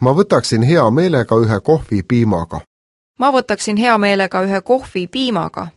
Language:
Estonian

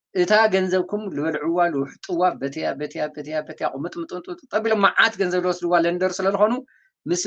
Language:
Tigrinya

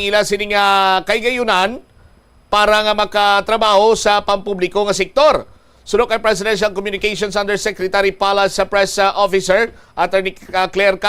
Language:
Hiligaynon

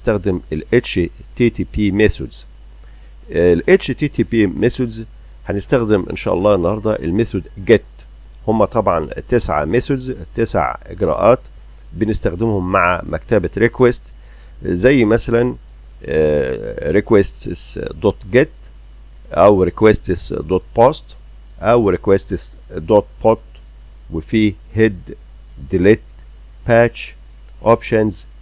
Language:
Egyptian Arabic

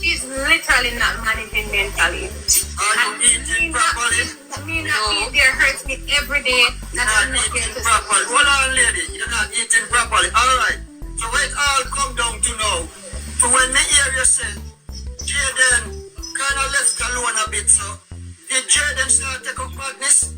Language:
Jamaican Creole English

